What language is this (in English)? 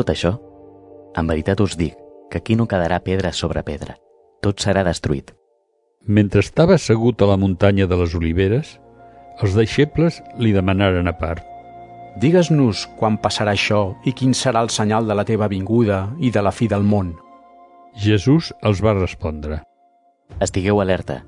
Catalan